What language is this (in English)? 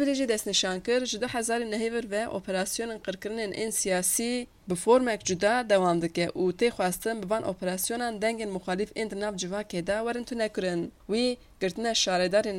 Kurdish